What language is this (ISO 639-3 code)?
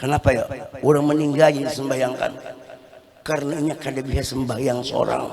bjn